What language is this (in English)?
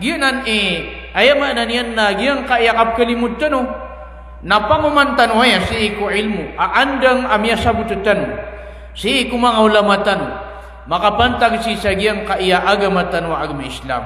Maranao